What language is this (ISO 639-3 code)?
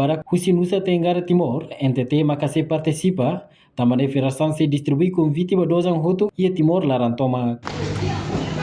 tet